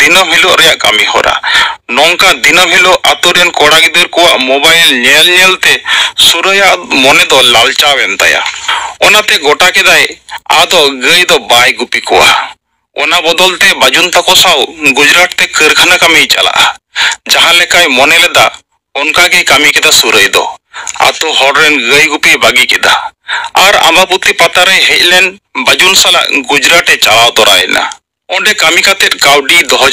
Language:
Santali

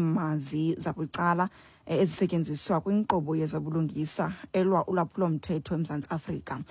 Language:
Xhosa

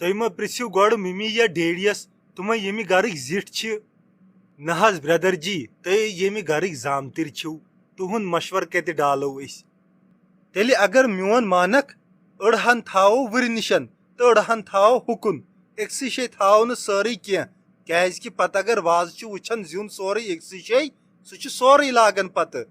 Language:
Kashmiri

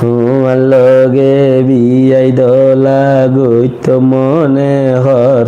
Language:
Rohingya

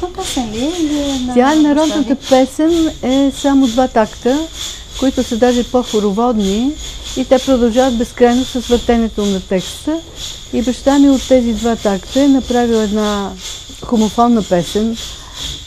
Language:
Bulgarian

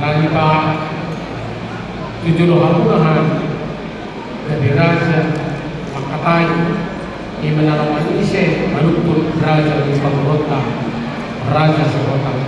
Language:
Batak Toba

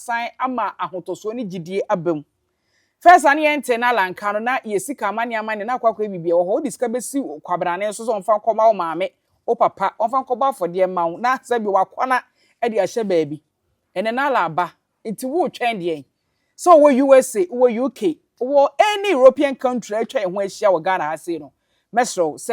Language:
Akan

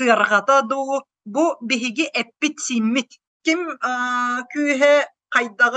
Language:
Yakut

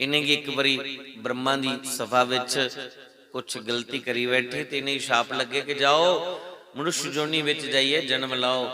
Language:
Dogri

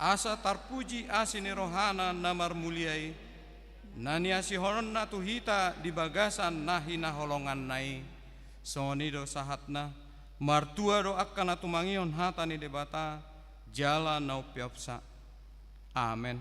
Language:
Batak Toba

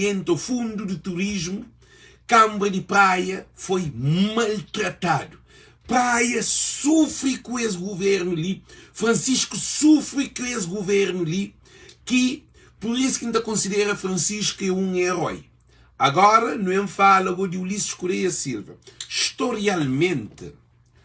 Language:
Kabuverdianu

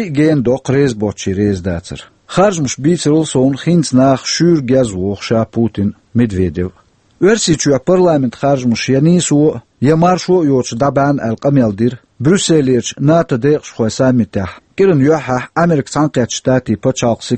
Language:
Chechen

